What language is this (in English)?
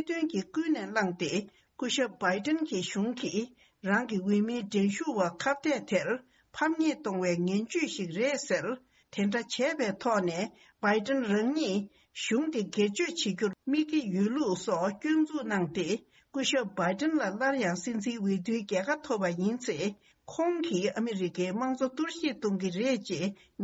Tibetan